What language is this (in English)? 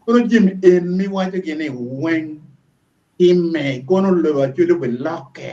Acoli